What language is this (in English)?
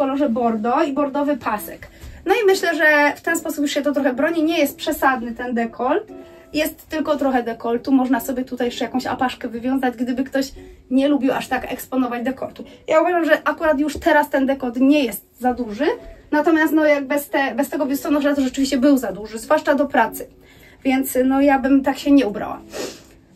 Polish